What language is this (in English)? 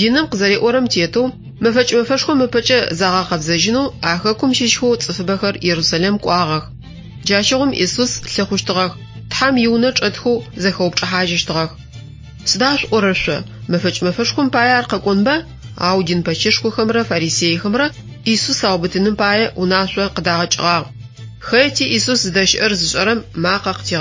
Adyghe